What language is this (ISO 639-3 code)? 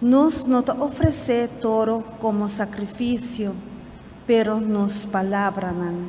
pap